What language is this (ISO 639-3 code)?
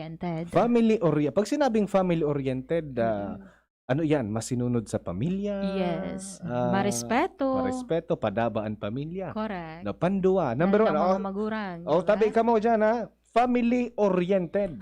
bik